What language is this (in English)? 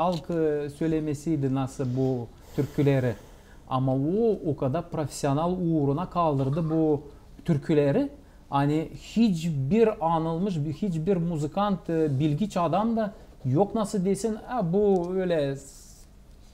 Gagauz